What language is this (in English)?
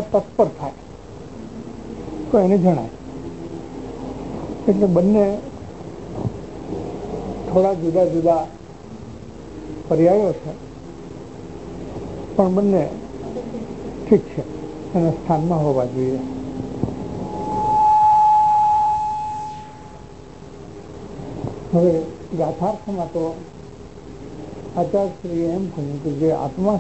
Gujarati